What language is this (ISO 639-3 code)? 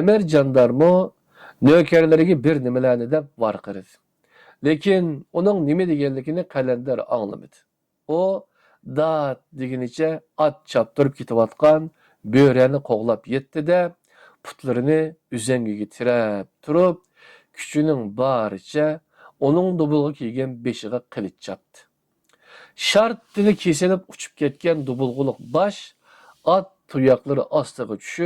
uig